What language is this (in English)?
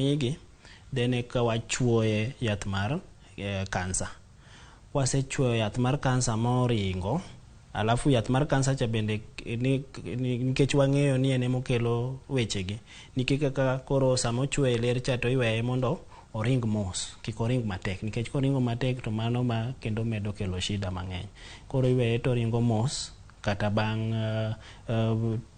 Luo (Kenya and Tanzania)